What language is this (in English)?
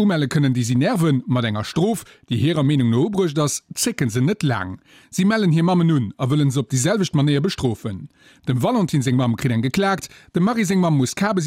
Luxembourgish